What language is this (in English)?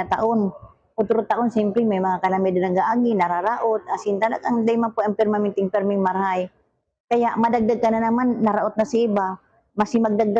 Bikol